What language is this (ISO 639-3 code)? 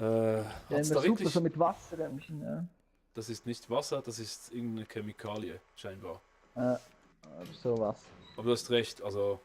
gsw